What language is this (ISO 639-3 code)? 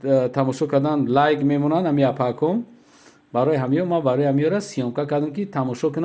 tgk